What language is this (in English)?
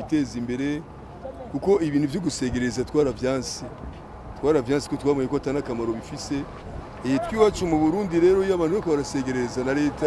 Rundi